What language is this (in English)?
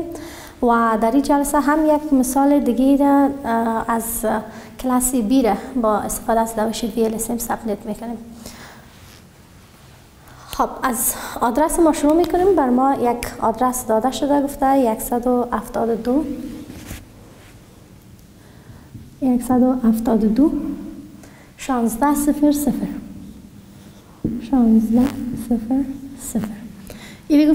Persian